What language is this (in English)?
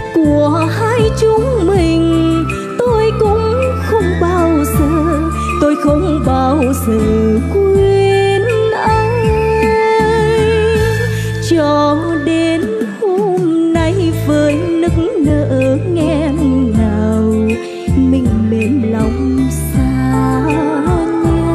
Vietnamese